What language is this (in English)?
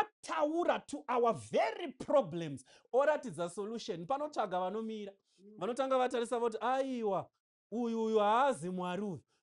Shona